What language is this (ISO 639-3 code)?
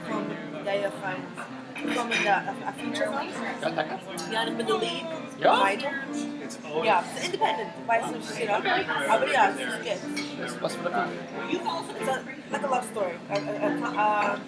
yid